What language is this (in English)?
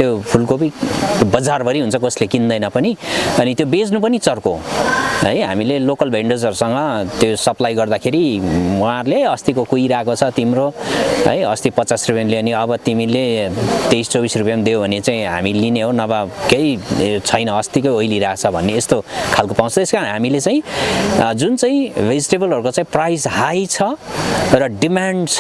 Nepali